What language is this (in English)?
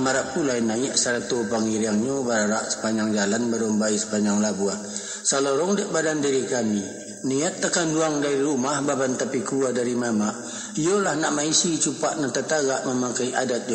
Minangkabau